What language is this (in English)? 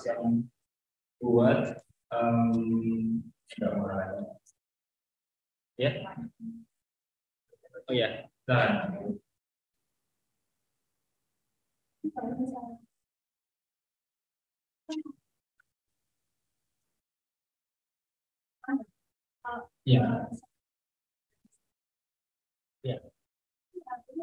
Indonesian